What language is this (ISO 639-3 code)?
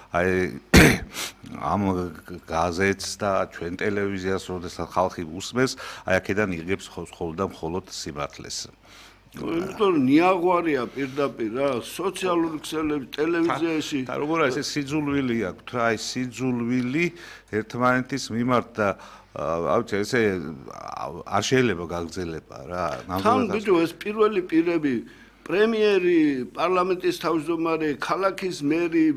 kat